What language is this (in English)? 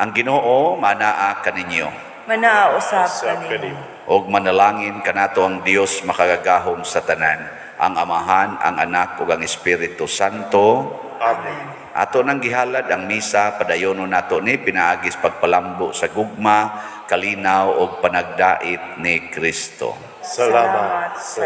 Cebuano